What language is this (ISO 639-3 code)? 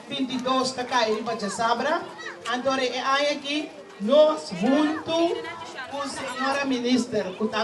pap